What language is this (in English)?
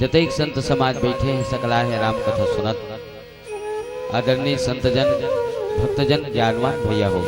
Chhattisgarhi